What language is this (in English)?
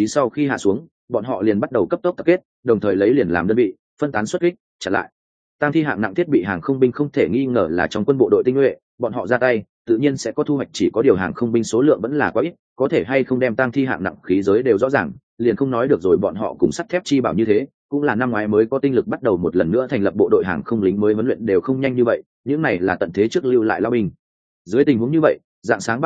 Vietnamese